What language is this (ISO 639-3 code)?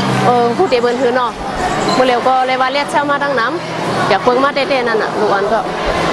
shn